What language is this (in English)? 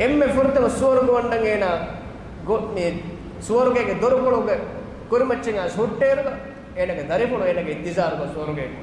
Divehi